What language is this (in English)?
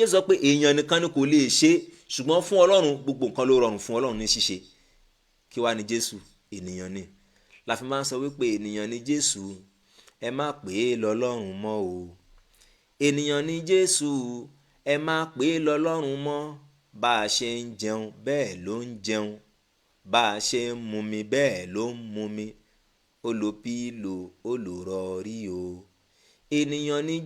Yoruba